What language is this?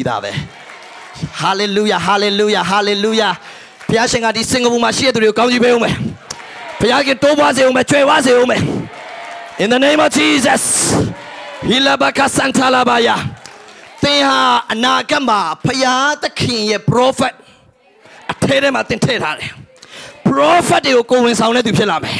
Burmese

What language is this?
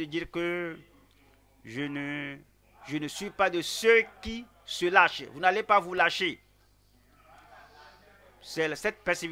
French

